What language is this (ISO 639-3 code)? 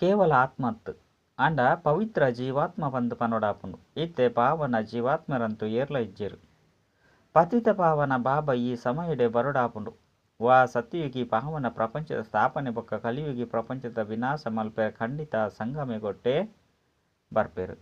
tcy